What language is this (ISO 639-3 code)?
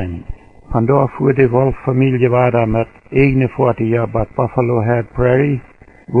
pdt